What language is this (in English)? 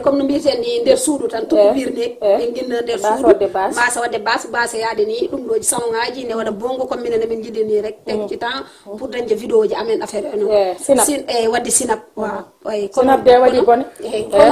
Fula